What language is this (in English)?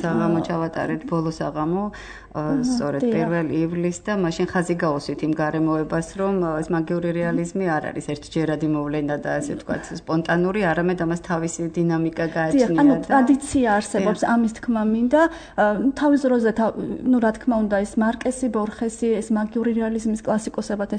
Georgian